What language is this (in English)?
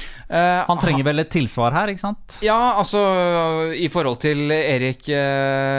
Norwegian